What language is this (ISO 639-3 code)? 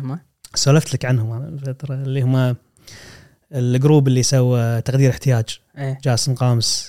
afb